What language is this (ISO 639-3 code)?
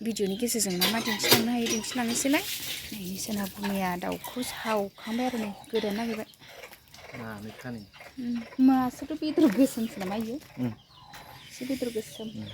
brx